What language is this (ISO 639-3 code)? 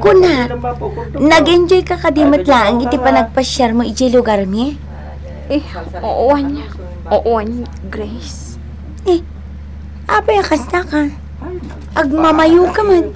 ilo